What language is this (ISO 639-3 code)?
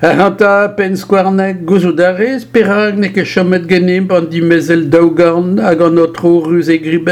bre